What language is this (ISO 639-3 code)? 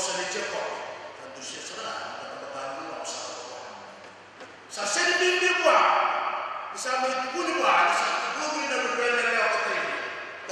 fij